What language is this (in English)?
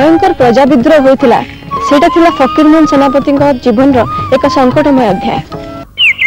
Odia